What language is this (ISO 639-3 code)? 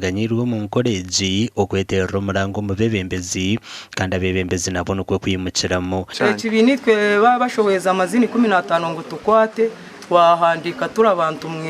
nyn